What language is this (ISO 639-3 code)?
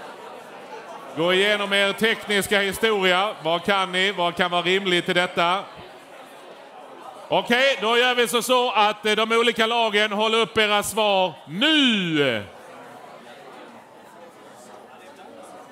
swe